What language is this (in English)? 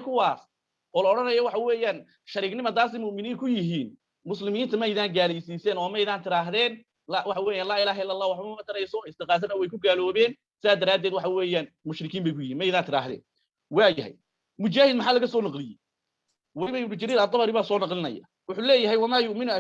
Somali